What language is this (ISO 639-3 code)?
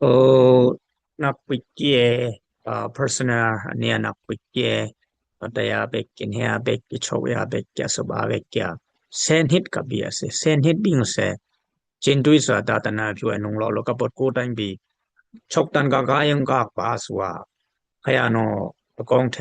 dis